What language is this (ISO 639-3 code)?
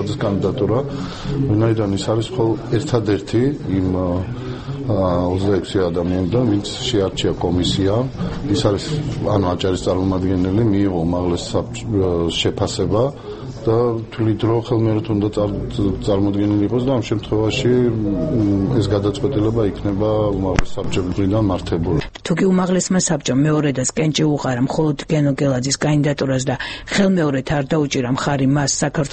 kat